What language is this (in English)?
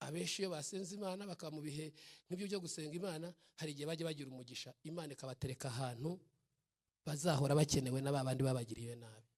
Kinyarwanda